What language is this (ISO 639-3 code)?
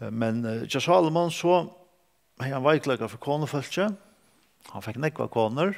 fao